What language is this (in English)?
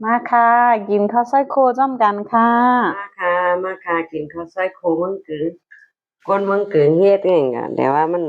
Shan